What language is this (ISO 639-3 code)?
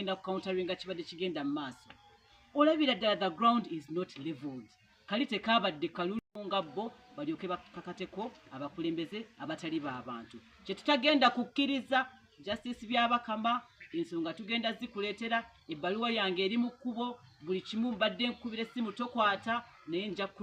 lug